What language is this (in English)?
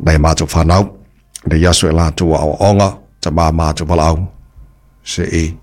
Samoan